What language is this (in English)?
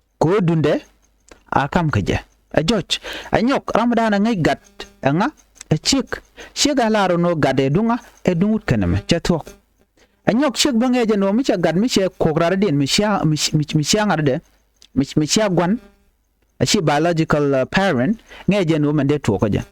Nuer